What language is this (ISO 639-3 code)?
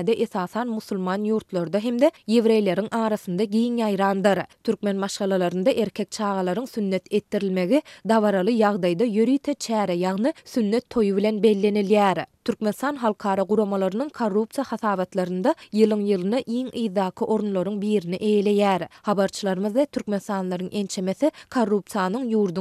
tuk